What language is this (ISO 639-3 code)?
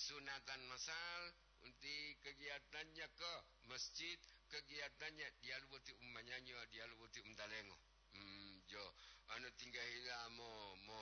gor